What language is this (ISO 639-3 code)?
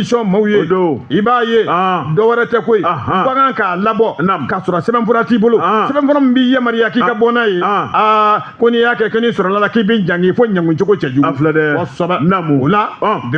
bam